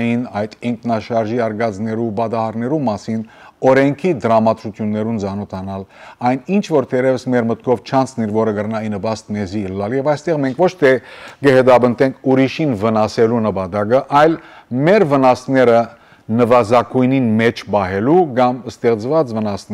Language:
Western Armenian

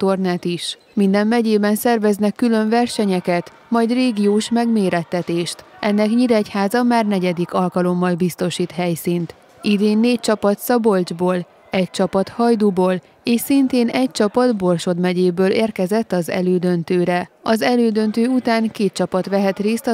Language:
Hungarian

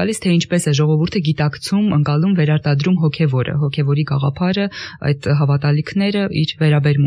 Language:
Armenian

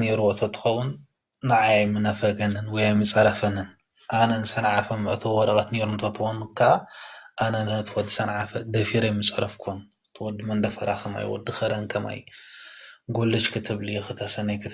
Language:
Tigrinya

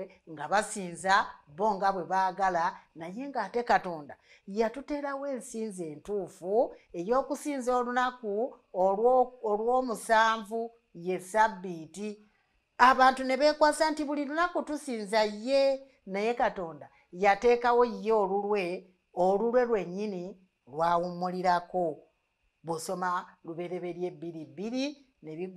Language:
Ganda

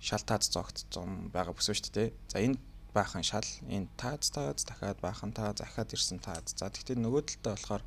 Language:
Mongolian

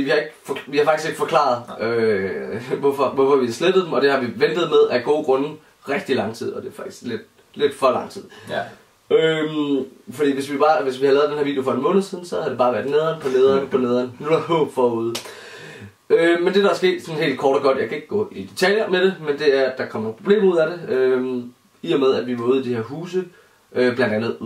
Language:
Danish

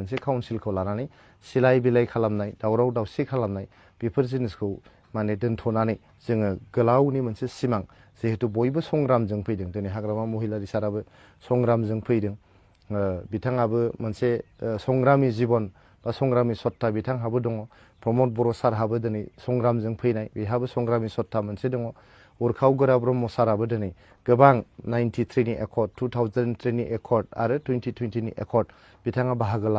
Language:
Bodo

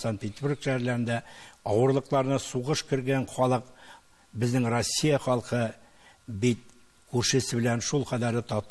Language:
Tatar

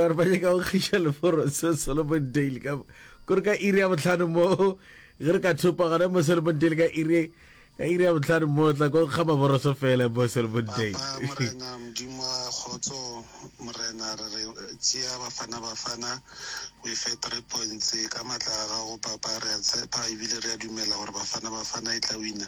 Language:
Northern Sotho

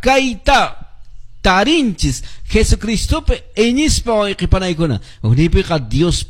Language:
Quechua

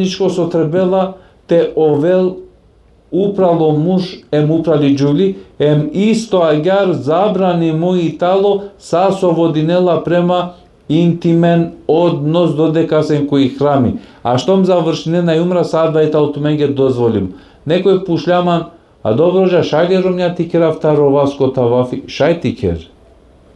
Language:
Balkan Romani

